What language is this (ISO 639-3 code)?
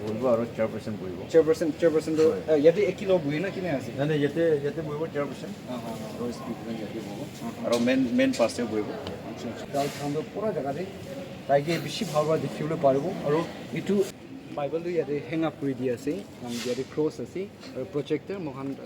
nag